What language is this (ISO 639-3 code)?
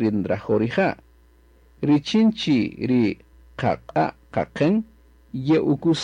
cak